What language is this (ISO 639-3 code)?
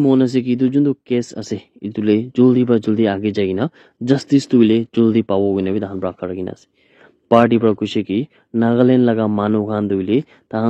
nag